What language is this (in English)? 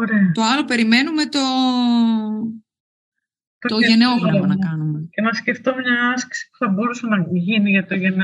Greek